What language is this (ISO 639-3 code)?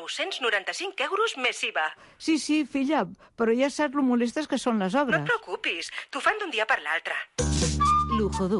cat